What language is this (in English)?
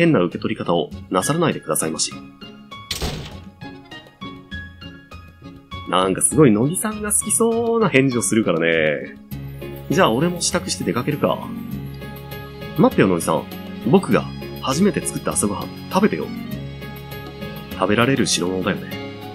Japanese